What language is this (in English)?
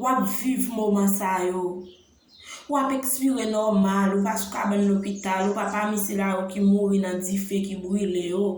Haitian Creole